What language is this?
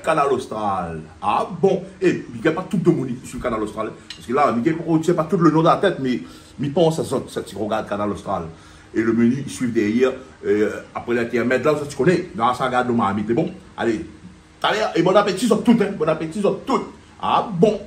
Réunion Creole French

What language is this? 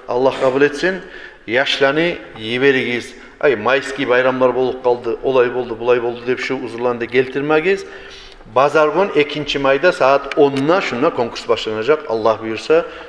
Kumyk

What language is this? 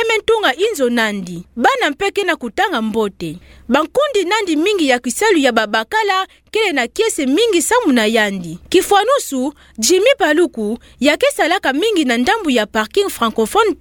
Kituba (Democratic Republic of Congo)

